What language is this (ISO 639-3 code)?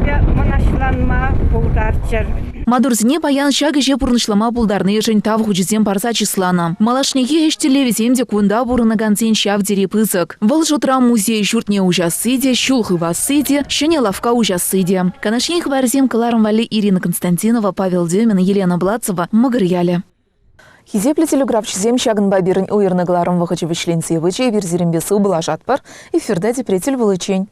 chv